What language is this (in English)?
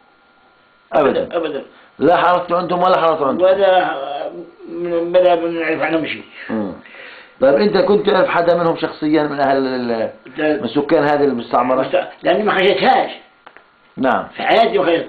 South Levantine Arabic